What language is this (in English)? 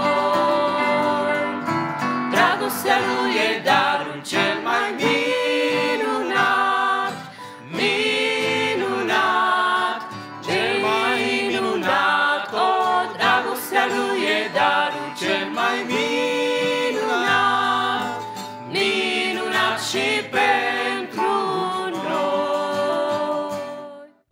Romanian